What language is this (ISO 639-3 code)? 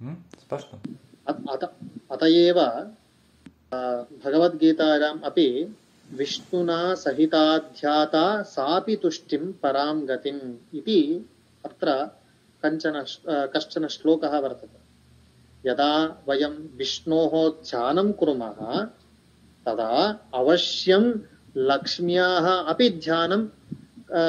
san